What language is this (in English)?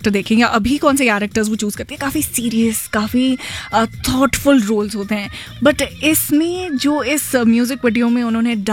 Hindi